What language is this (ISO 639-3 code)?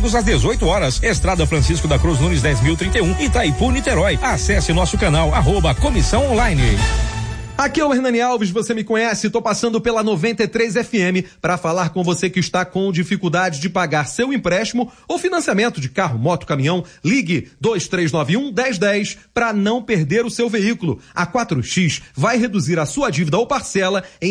por